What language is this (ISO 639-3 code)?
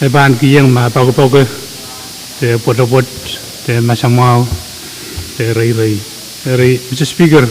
pon